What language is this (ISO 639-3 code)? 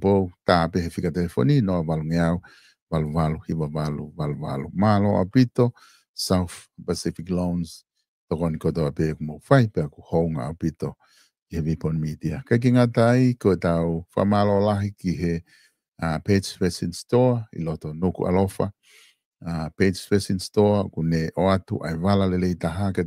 ton